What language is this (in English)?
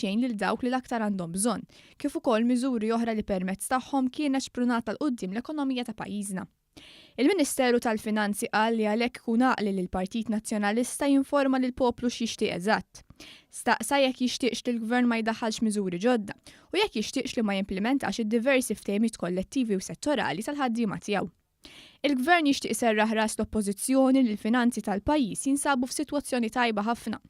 Maltese